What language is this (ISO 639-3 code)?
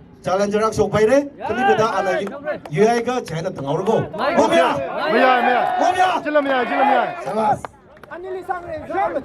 nmf